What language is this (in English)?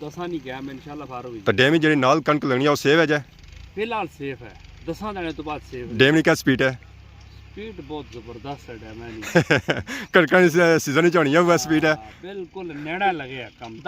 Pahari-Potwari